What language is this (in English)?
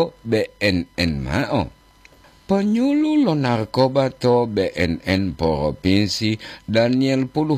Gorontalo